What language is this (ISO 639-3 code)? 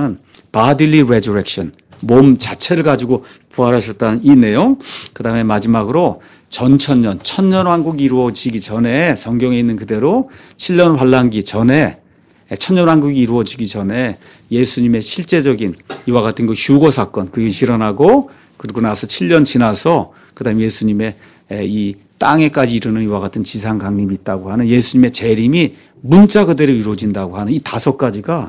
kor